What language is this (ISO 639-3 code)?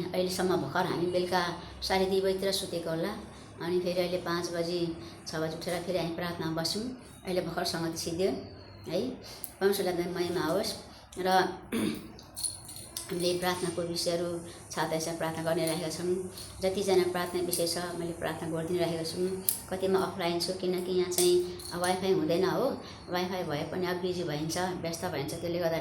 nep